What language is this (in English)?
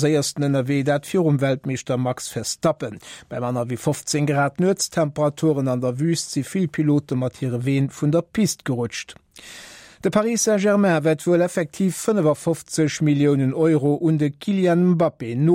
Luxembourgish